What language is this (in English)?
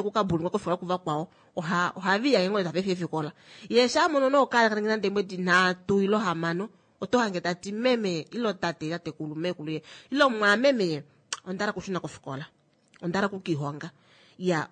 Kuanyama